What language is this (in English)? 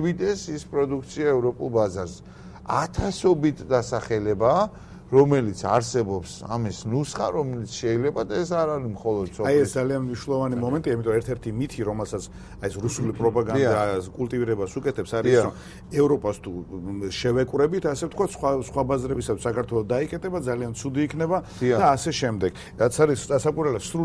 Georgian